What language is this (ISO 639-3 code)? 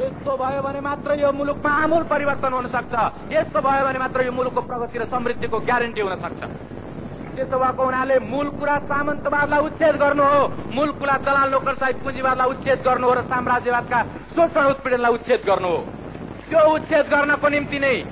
nep